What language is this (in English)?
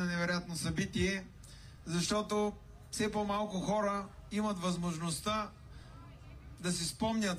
Bulgarian